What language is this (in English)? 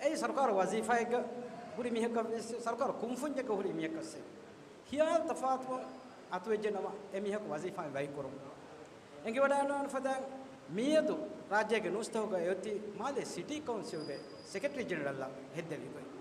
Divehi